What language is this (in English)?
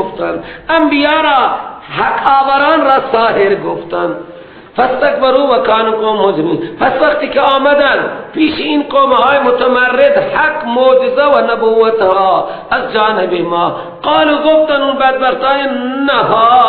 Persian